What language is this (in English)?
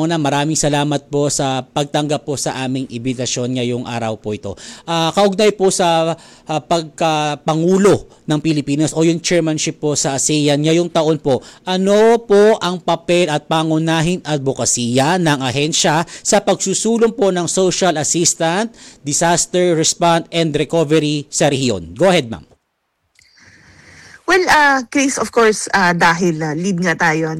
Filipino